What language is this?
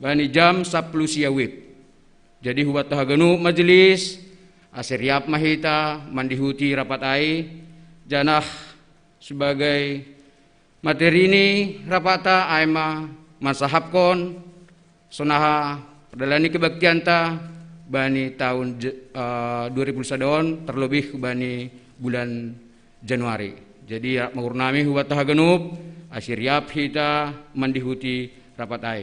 Batak Simalungun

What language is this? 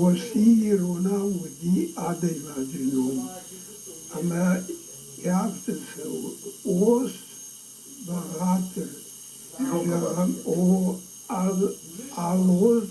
Ossetic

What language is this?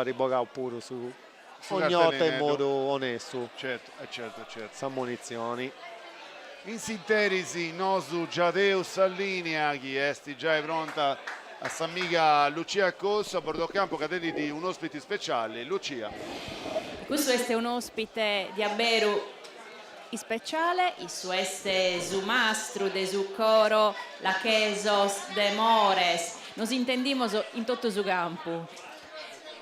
Sardinian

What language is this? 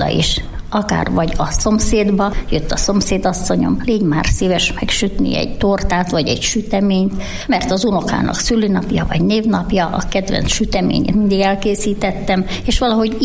Hungarian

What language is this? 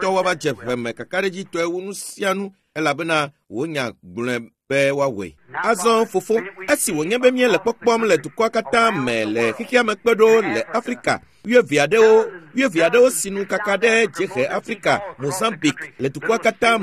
Ewe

